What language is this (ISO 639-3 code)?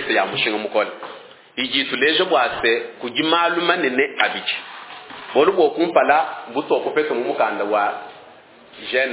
lua